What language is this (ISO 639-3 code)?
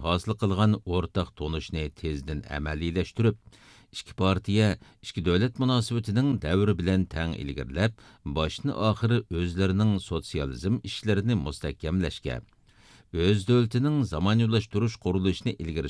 uig